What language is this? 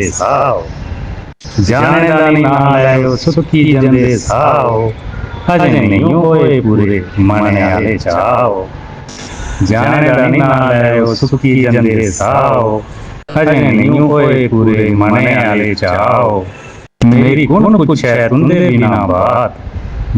Dogri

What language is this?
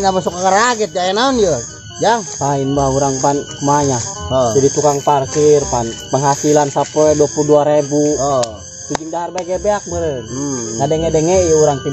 Sundanese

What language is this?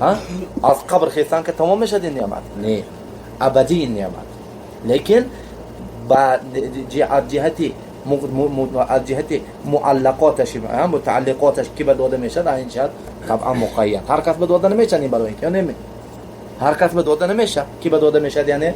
Tajik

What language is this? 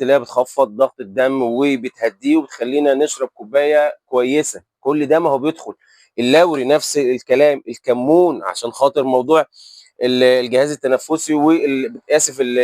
Egyptian Arabic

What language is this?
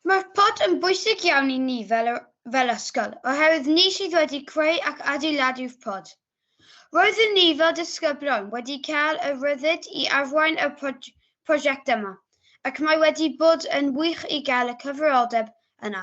Welsh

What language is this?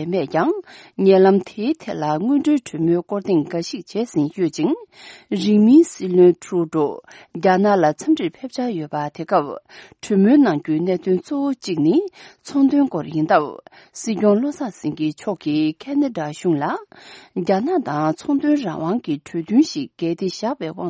Tibetan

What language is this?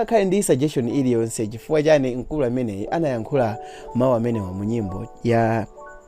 Nyanja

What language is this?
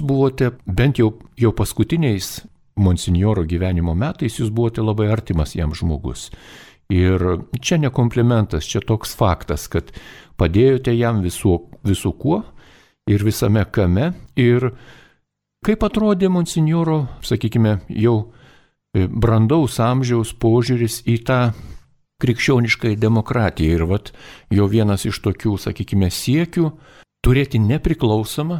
Lithuanian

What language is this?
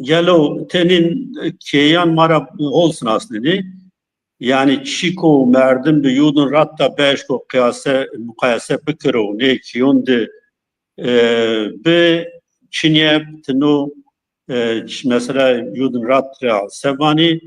Zaza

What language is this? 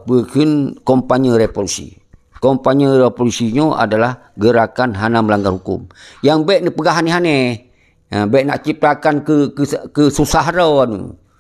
Achinese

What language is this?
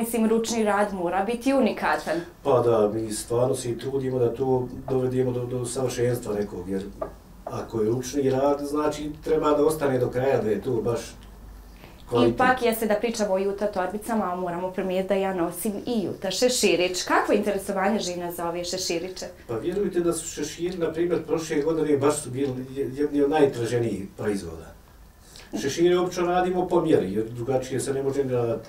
Bosnian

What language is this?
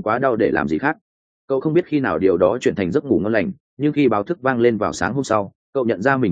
Vietnamese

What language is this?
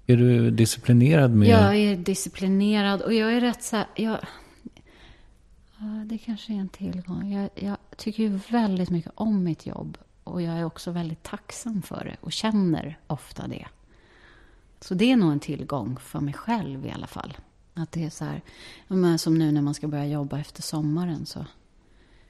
Swedish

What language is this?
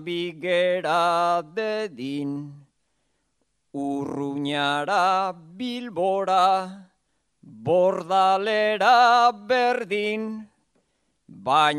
Basque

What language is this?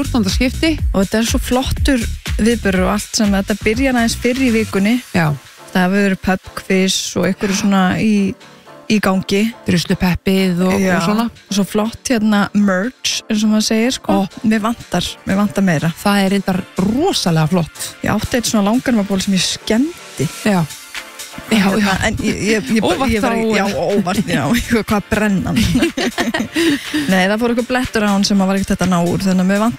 Icelandic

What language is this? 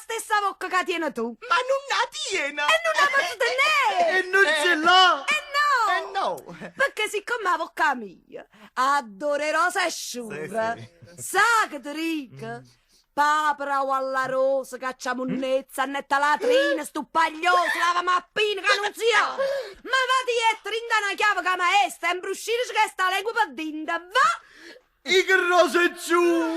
Neapolitan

